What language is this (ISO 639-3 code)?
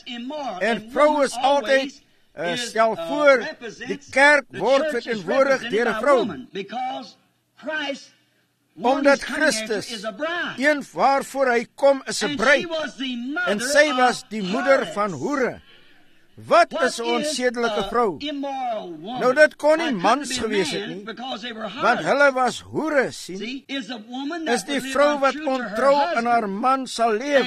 afr